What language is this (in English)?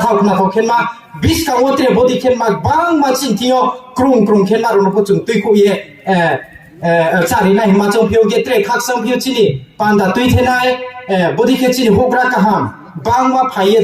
Riang (India)